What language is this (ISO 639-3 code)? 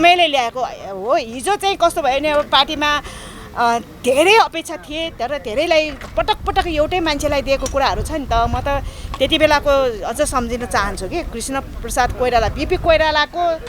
nep